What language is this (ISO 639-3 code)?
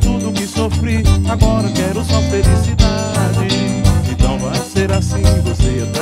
por